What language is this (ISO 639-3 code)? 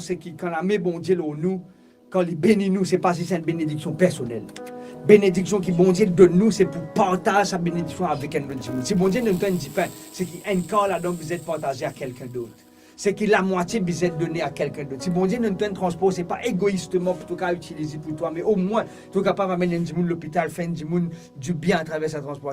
mfe